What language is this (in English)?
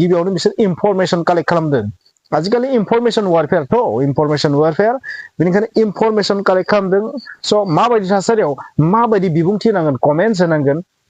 Bodo